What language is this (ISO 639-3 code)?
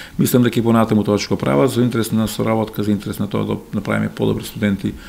mkd